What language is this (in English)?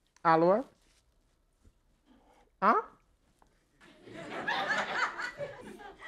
Portuguese